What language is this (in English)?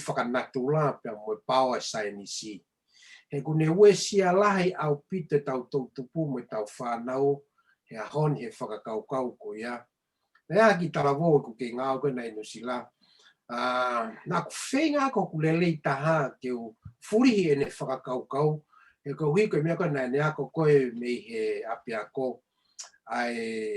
Tongan